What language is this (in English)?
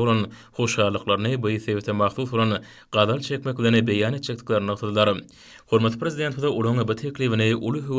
Turkmen